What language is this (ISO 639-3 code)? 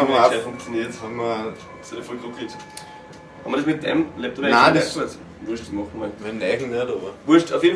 bar